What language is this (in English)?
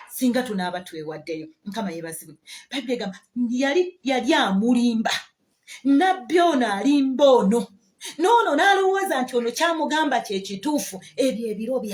Ganda